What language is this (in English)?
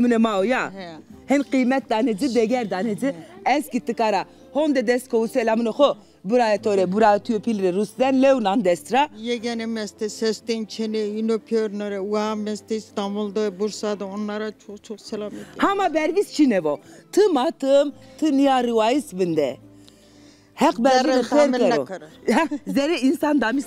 Zaza